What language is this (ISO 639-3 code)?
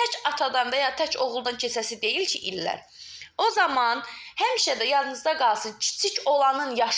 aze